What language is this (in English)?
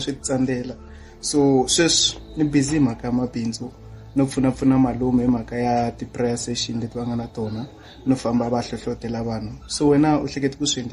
Tsonga